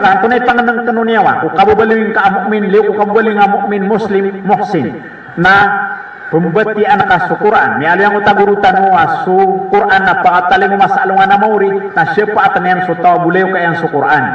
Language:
Maranao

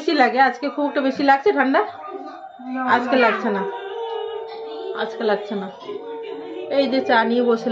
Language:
Bangla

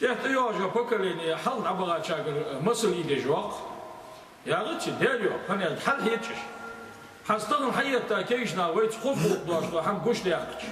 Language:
Ingush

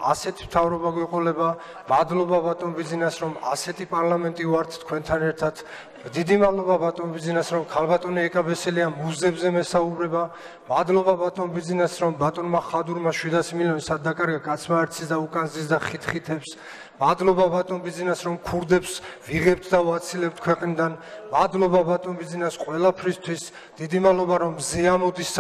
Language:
Georgian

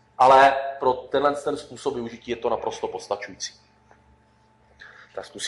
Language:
Czech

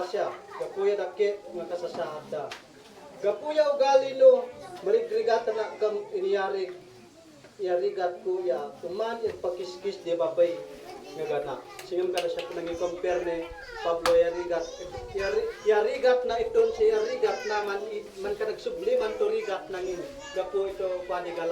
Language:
Isnag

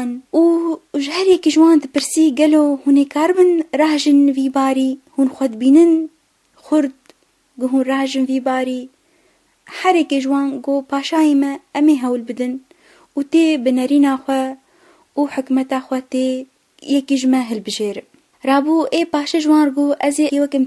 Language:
Kurdish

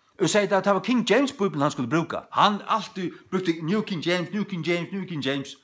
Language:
Faroese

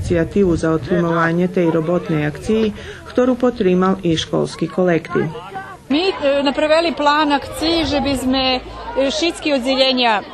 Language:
Rusyn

